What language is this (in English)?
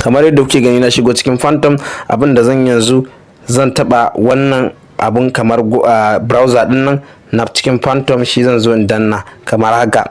Hausa